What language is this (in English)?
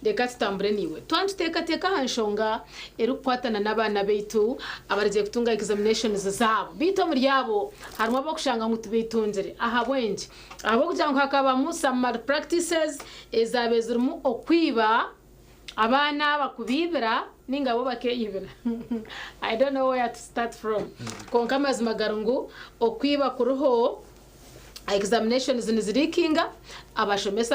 Nyankole